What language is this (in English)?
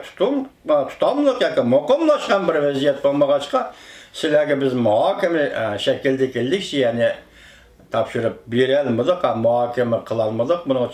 Uyghur